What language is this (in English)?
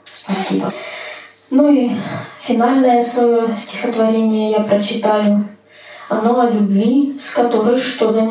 Russian